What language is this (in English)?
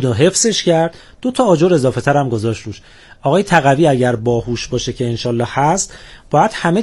Persian